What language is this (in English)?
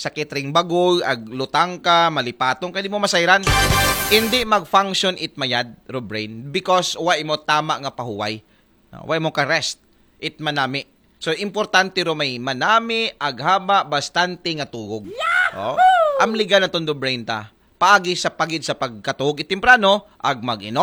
Aklanon